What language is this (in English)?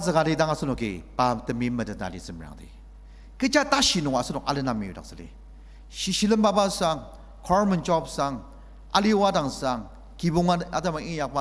Ao Naga